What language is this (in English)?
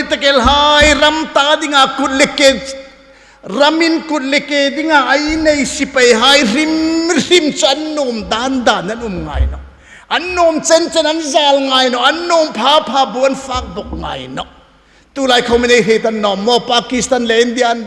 Hmar